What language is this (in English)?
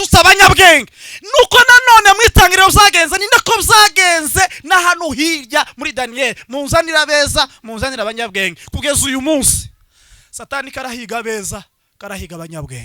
Kinyarwanda